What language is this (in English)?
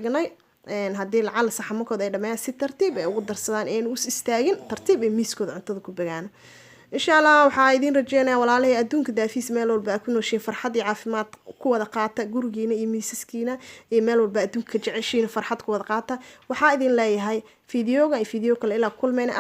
Somali